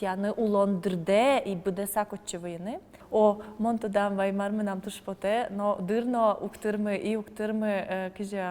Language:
Udmurt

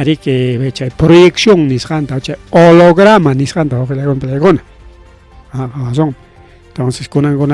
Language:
Ayacucho Quechua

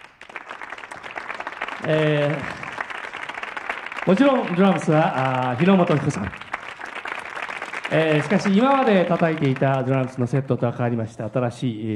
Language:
Japanese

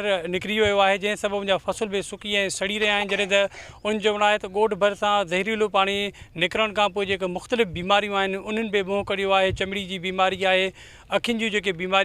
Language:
Sindhi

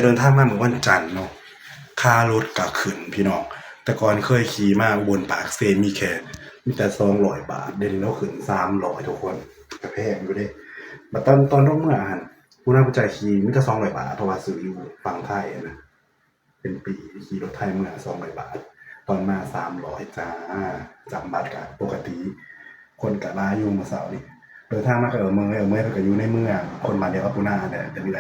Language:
Northeastern Thai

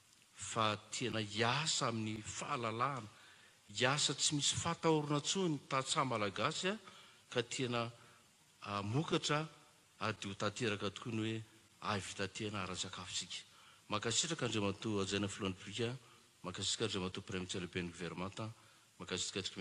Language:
Malagasy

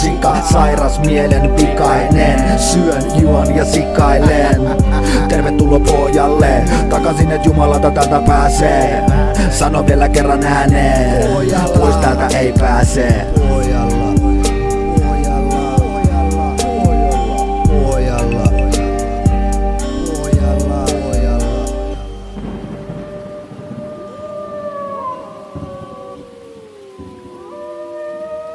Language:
Finnish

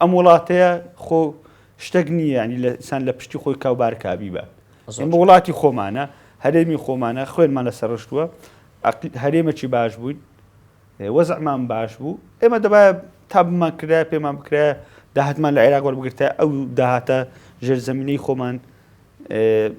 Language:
Central Kurdish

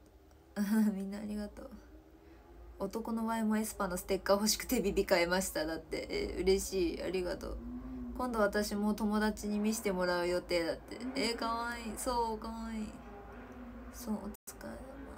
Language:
Japanese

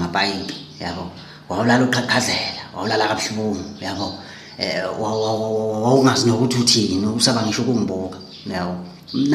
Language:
Zulu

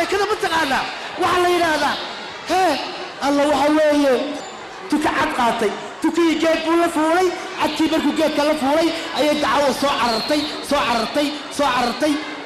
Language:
Somali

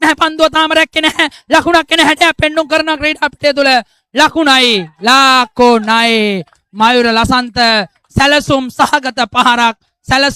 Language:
Sinhala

